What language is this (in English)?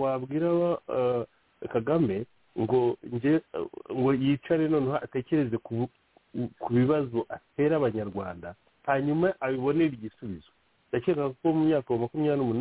Kinyarwanda